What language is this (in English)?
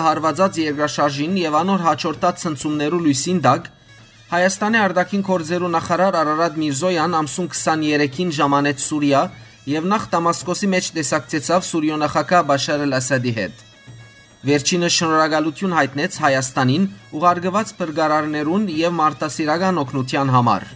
Western Armenian